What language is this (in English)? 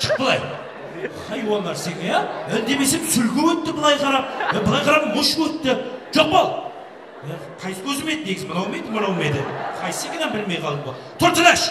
Kara-Kalpak